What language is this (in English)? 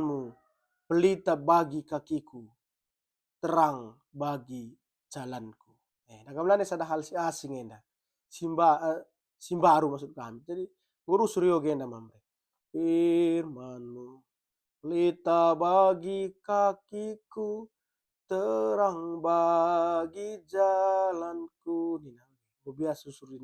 Batak Karo